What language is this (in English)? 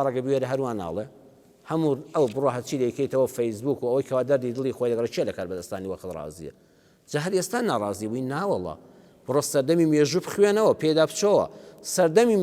Central Kurdish